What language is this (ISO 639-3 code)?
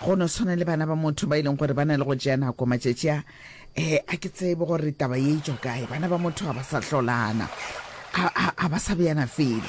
nso